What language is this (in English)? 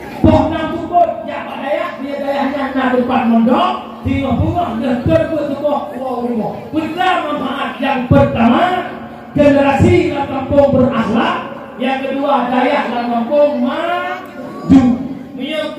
Achinese